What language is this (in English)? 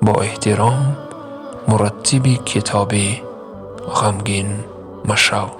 Tajik